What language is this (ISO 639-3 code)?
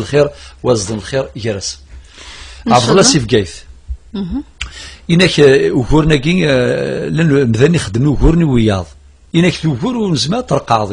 kab